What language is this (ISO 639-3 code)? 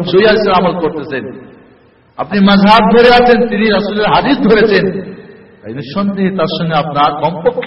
ben